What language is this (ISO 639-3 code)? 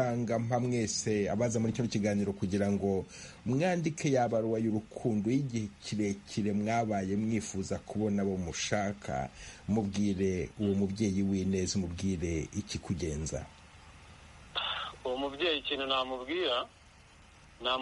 kin